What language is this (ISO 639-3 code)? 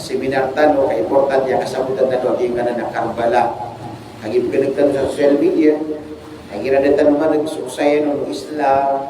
mrw